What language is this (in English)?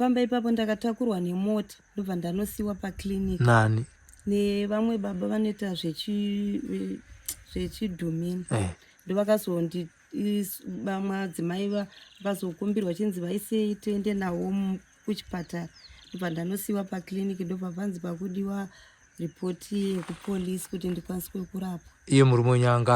Shona